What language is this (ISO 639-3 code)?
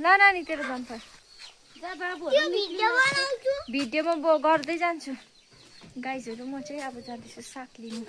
nep